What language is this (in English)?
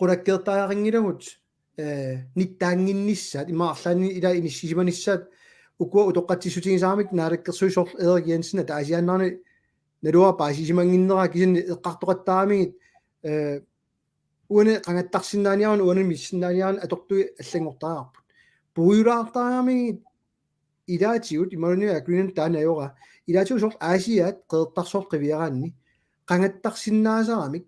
Kalaallisut